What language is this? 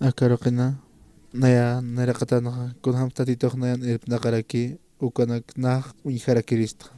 Aymara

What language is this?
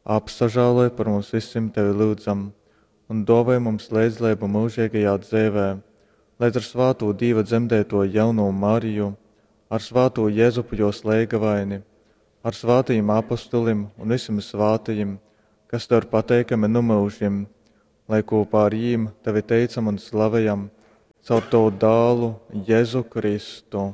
Latgalian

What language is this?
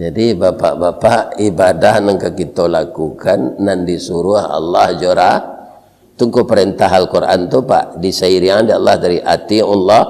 Minangkabau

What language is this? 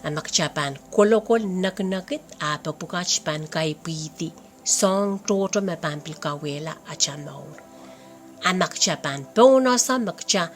Pohnpeian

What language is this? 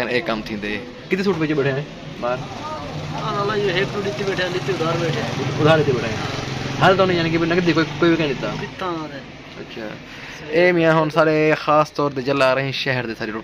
Saraiki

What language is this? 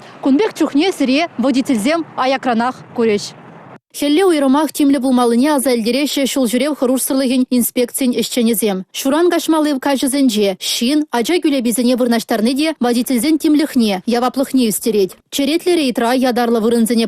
Chuvash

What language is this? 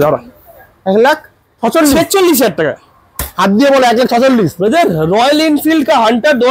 Bangla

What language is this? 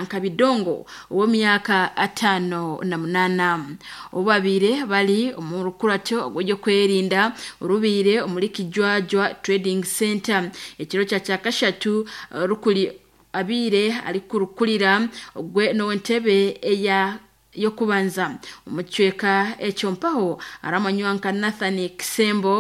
Nyankole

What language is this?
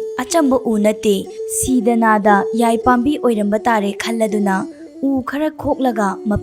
Manipuri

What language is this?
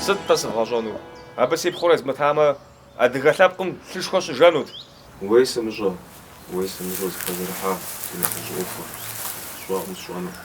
Kabardian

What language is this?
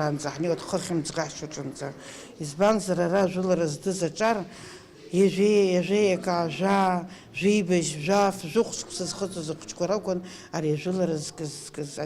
Abkhazian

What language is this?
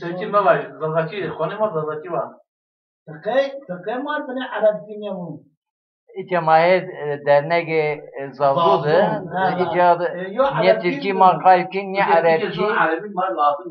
Zaza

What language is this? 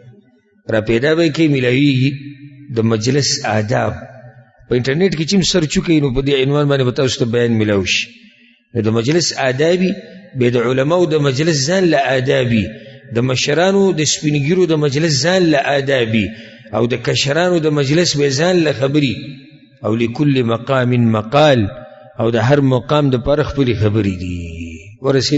Pashto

